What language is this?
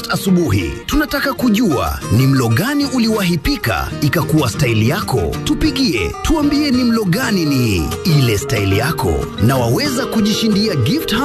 Swahili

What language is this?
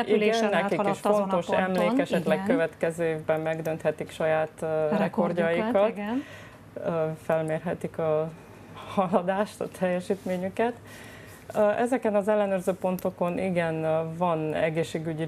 Hungarian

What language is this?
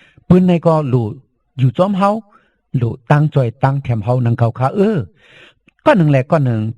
Shan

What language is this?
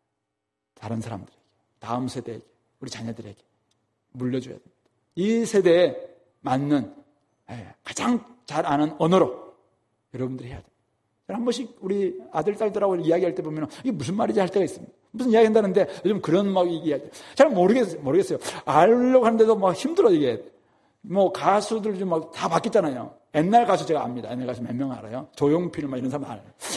Korean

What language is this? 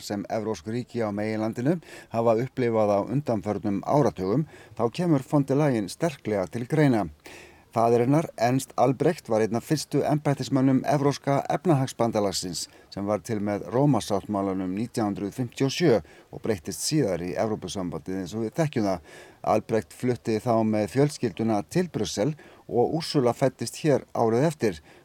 Icelandic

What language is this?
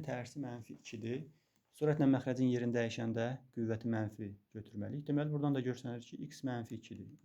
Azerbaijani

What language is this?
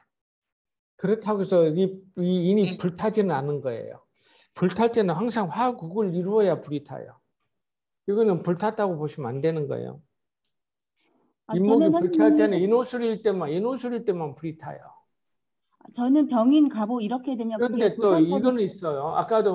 Korean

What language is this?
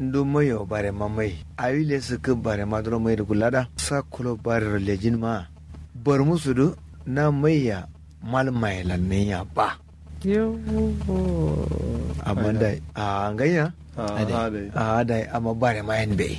Kanuri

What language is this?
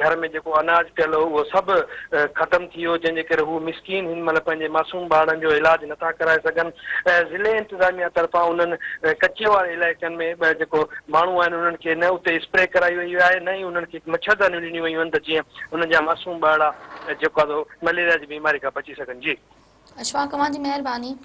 Sindhi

